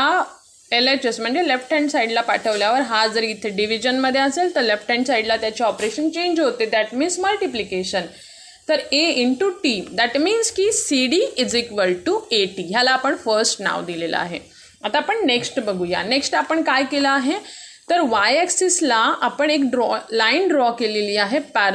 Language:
Marathi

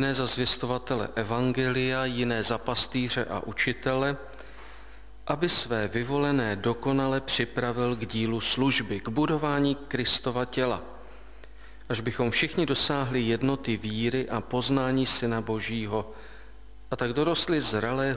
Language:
Czech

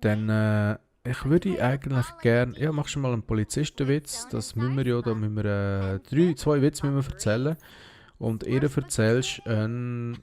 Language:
Swiss German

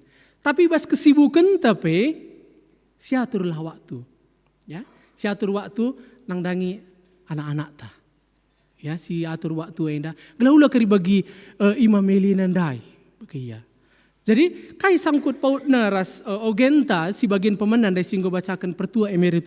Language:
Batak Karo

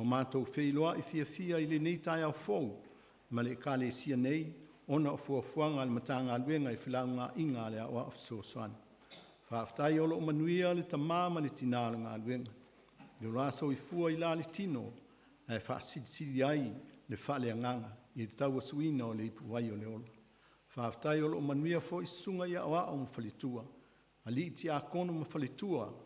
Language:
Samoan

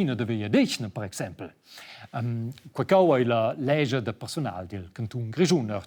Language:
Romansh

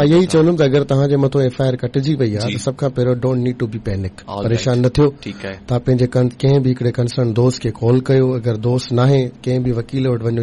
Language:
Sindhi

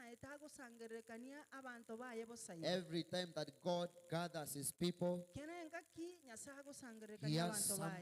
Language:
Gusii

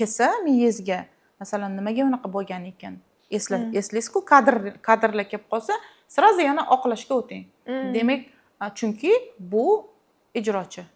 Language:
Uzbek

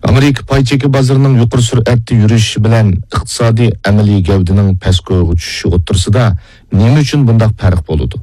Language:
Uyghur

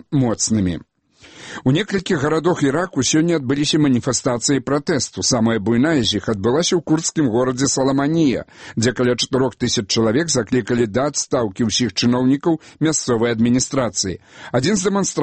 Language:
Belarusian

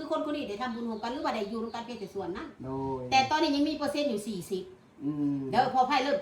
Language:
Northeastern Thai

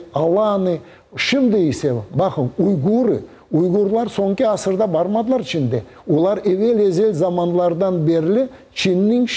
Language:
Crimean Tatar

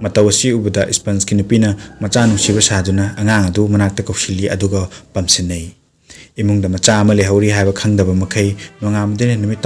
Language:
Manipuri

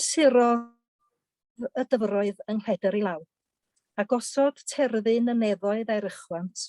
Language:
Welsh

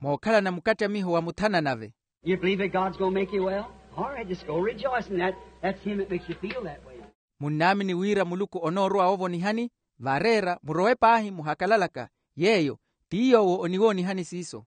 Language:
Makhuwa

